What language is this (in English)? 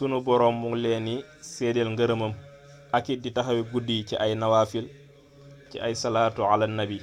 Wolof